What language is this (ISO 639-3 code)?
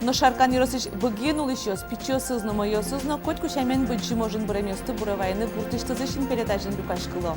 udm